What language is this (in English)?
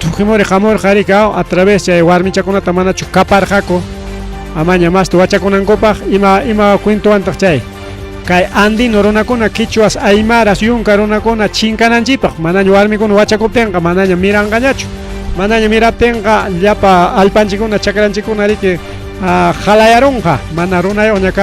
Ayacucho Quechua